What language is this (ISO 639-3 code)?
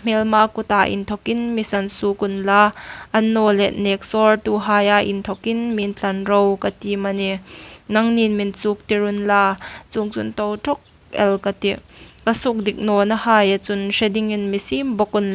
hmr